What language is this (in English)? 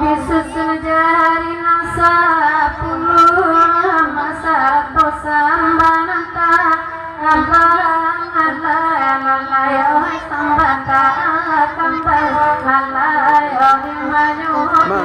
Minangkabau